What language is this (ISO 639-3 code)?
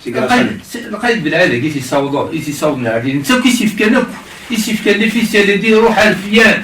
kab